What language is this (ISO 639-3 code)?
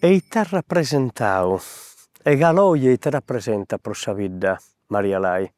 srd